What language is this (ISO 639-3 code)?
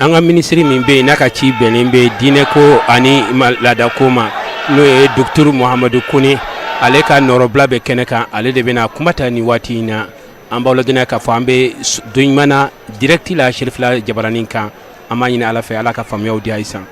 bam